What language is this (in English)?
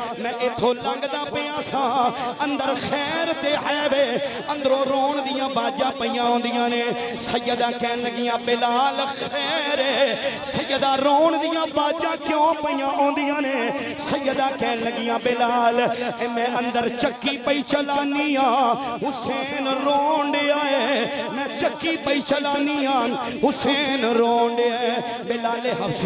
Western Panjabi